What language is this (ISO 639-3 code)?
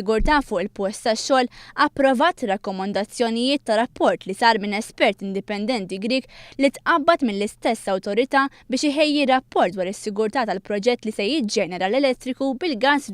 mlt